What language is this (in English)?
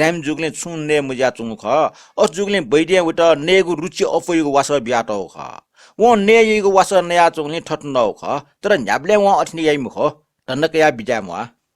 Newari